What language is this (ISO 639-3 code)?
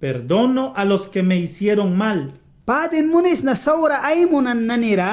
miq